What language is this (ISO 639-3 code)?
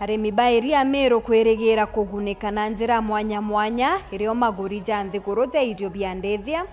mer